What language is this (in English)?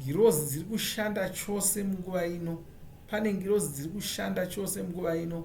Shona